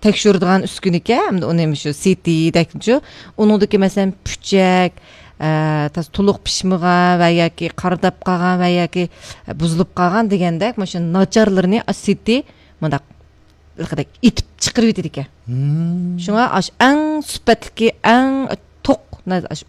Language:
Uyghur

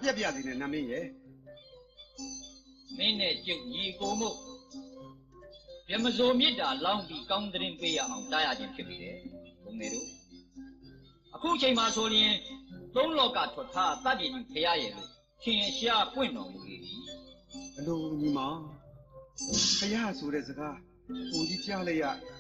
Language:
Burmese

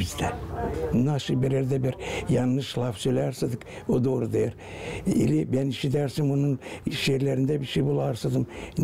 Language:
Gagauz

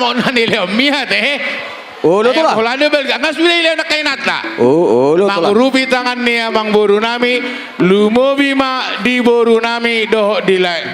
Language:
Batak Toba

